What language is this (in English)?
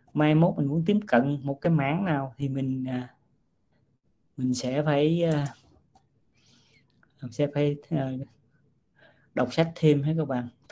Vietnamese